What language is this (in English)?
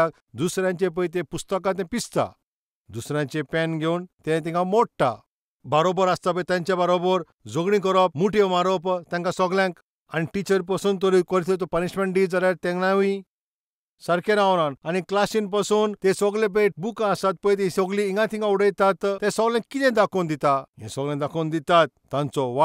Konkani